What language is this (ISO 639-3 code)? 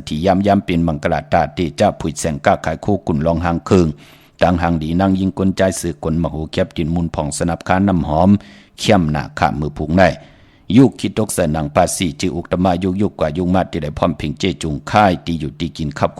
shn